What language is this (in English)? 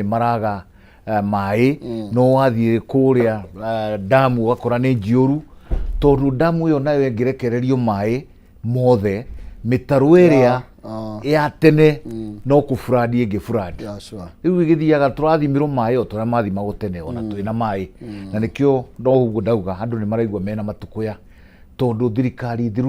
Kikuyu